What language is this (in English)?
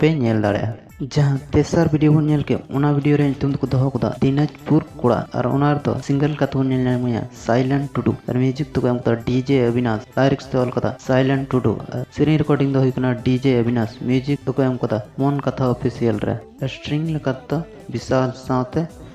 Santali